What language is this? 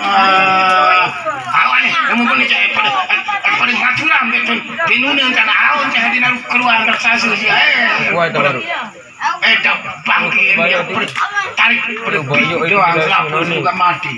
Sasak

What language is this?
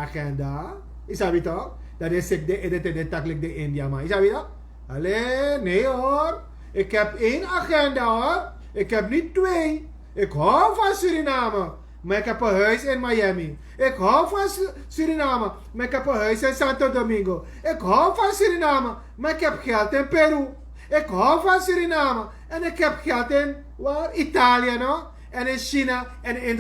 Sranan Tongo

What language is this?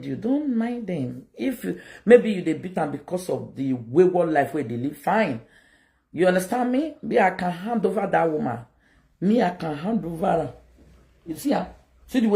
Nigerian Pidgin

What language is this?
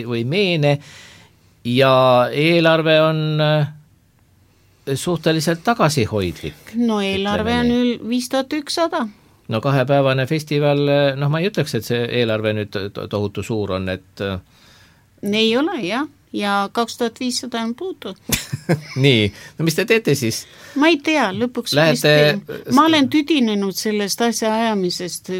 Estonian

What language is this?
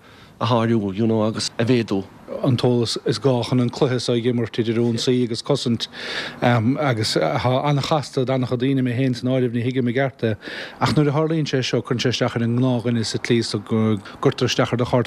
Irish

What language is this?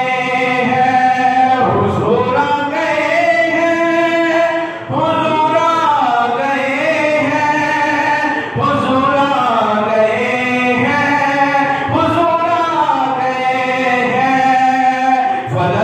Urdu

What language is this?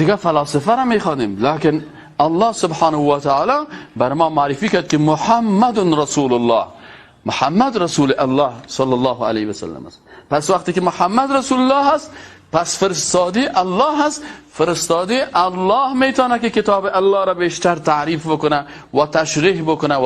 Persian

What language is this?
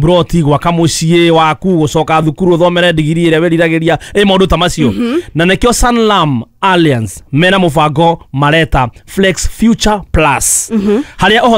Kikuyu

